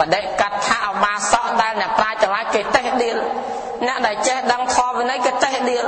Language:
Khmer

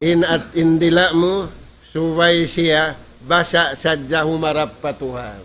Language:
Tausug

